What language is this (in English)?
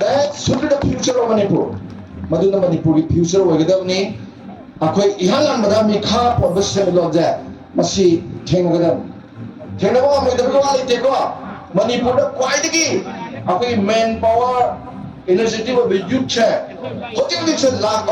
Manipuri